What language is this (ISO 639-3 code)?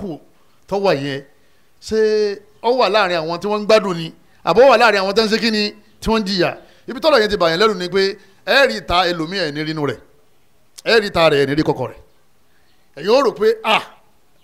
yor